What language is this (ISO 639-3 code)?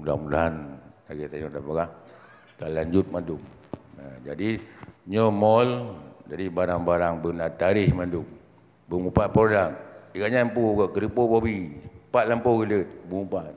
ace